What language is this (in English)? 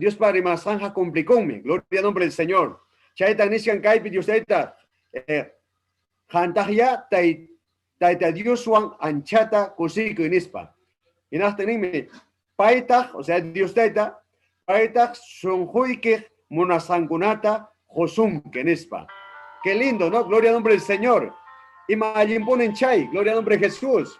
Ayacucho Quechua